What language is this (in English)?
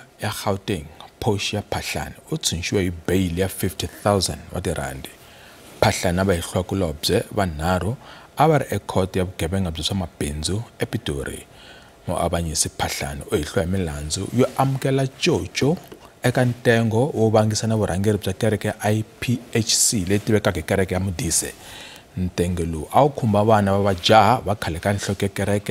Tsonga